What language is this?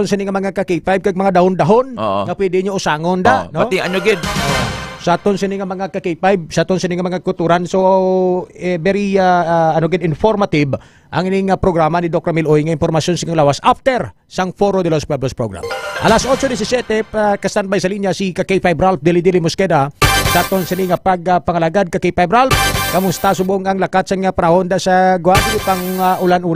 Hiligaynon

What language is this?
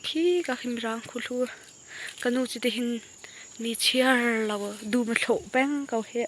Hakha Chin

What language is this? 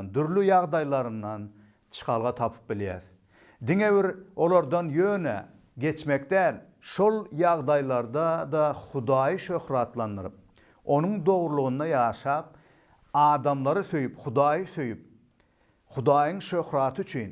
Turkmen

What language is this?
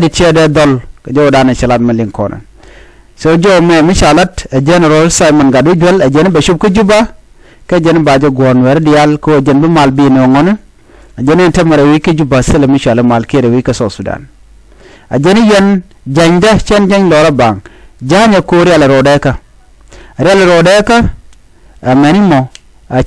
Nuer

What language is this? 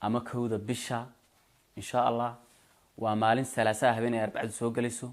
Somali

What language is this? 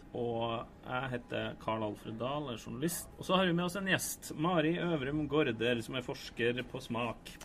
Norwegian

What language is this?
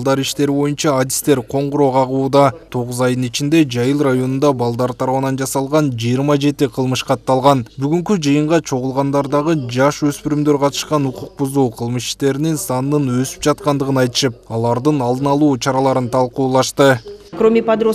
Kyrgyz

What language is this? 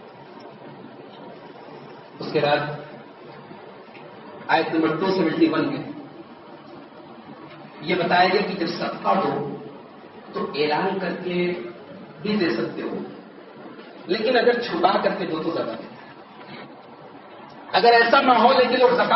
Urdu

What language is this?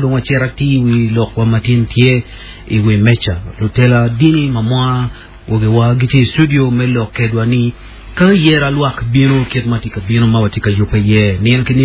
Acoli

